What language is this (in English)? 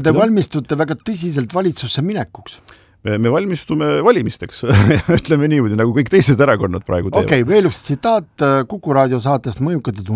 Estonian